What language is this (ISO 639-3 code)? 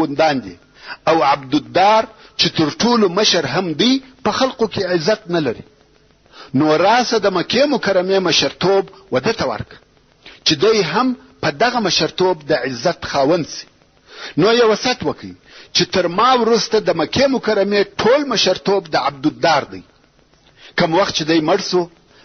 pus